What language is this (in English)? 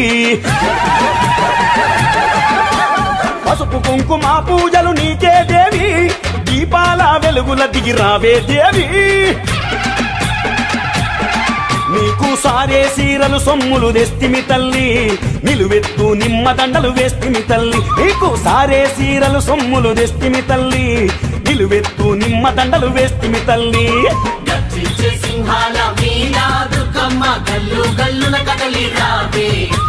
Telugu